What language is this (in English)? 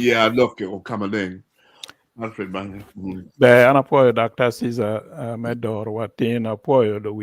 Acoli